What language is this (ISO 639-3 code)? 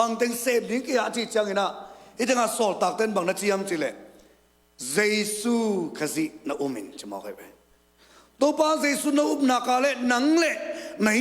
ctd